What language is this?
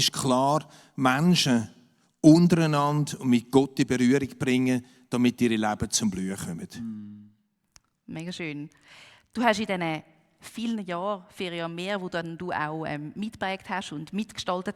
Swiss German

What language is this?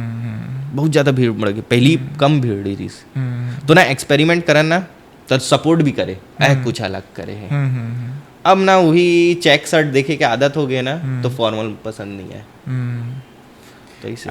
Chhattisgarhi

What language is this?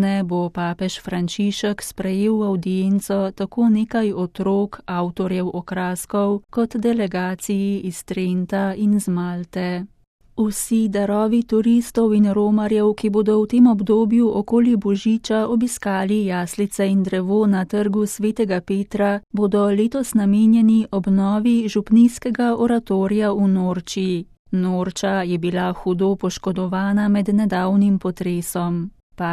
Slovenian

